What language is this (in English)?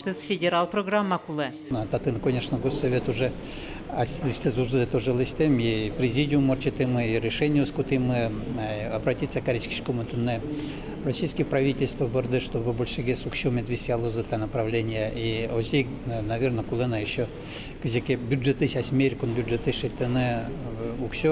Udmurt